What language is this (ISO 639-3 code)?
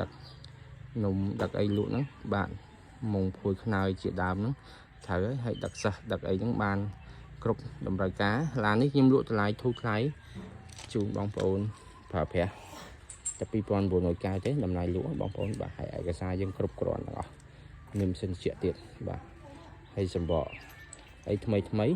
khm